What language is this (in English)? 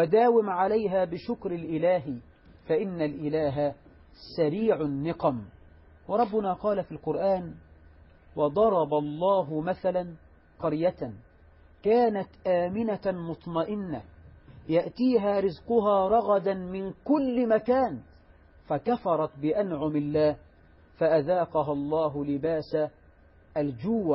Arabic